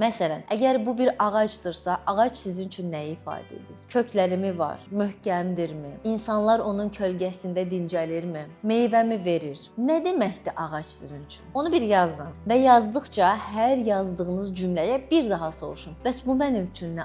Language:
Azerbaijani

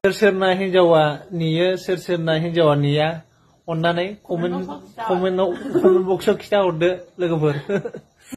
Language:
Bodo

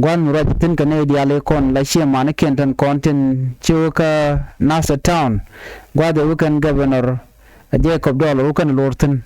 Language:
Nuer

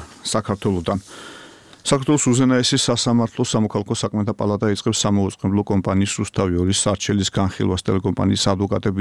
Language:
Georgian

